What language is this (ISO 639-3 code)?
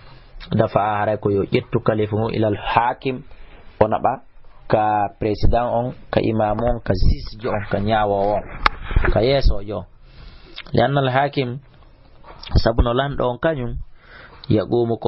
ful